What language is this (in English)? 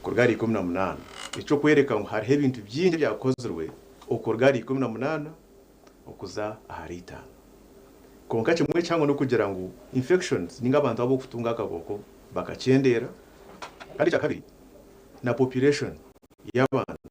Nyankole